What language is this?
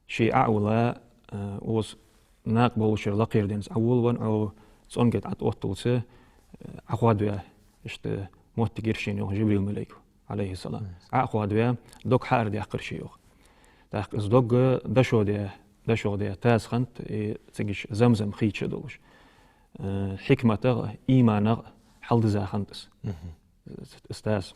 Ingush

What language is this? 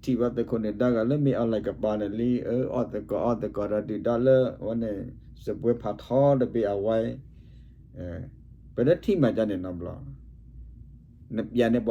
S'gaw Karen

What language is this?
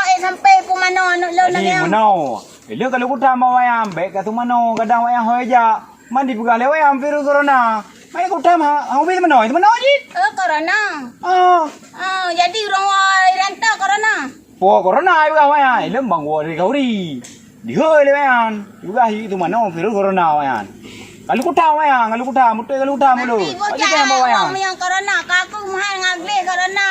Achinese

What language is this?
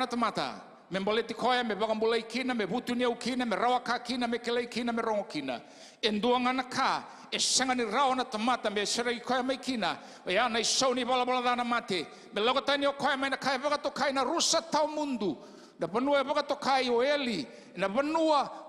Fijian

